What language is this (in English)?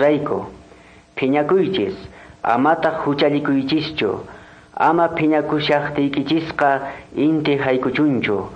Quechua